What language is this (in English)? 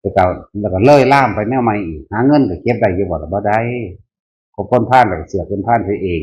Northeastern Thai